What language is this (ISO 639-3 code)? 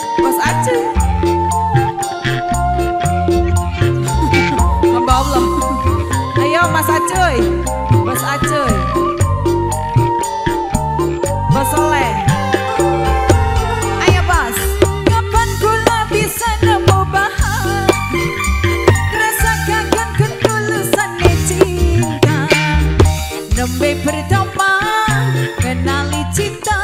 ind